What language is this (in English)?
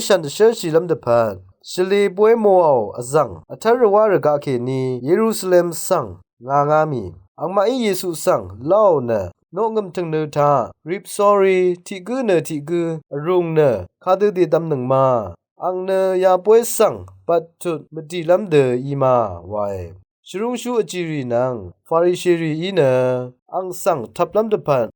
Rawang